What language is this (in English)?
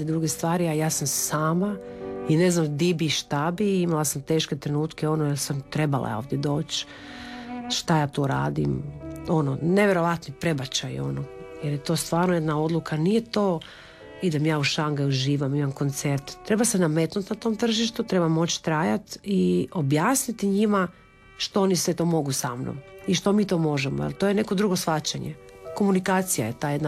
Croatian